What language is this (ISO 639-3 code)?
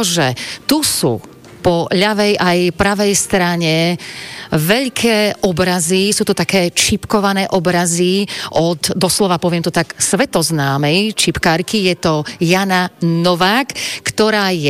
slk